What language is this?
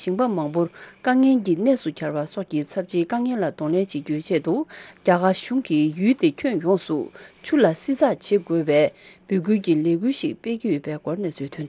Tibetan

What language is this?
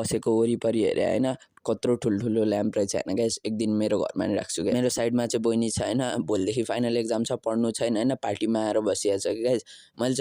Nepali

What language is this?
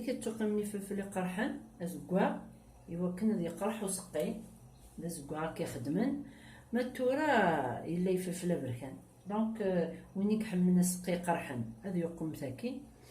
Kabyle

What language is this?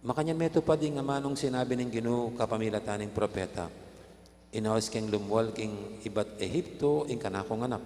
Pampanga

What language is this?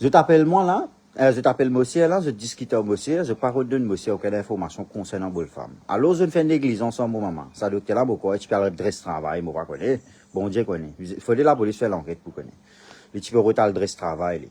Morisyen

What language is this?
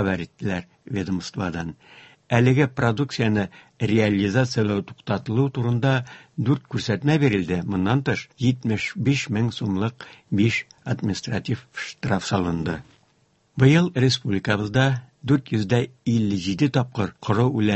Tatar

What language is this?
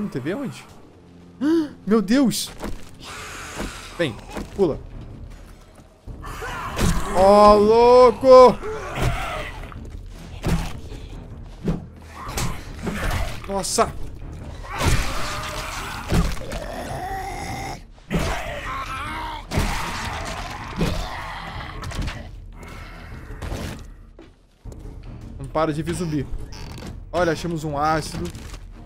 Portuguese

